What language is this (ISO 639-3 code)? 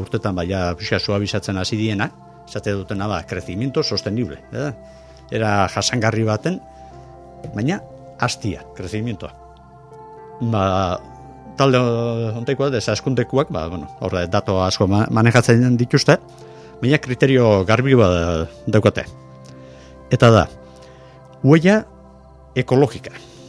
eus